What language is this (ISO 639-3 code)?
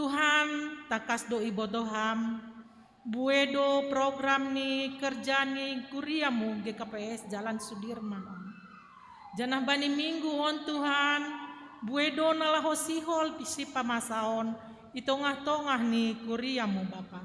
bts